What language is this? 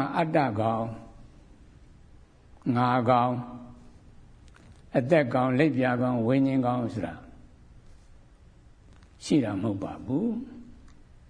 Burmese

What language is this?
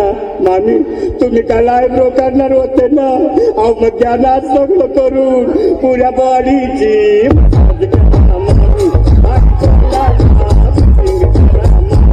Marathi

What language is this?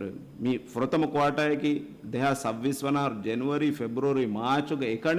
Divehi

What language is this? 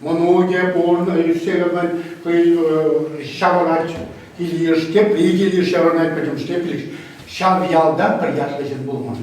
Chuvash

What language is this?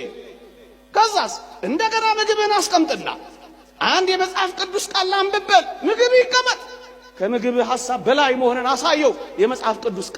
Amharic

